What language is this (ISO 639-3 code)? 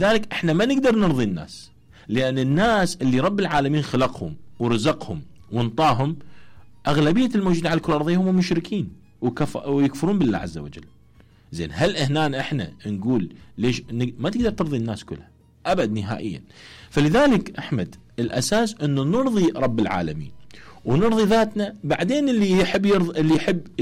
acm